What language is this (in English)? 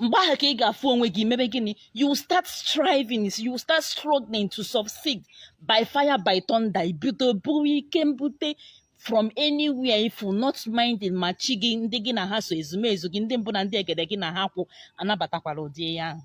Igbo